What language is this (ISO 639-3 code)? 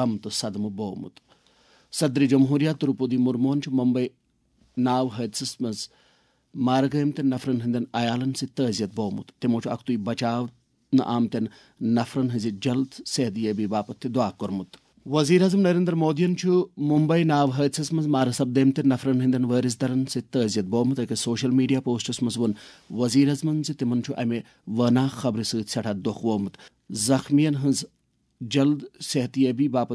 kas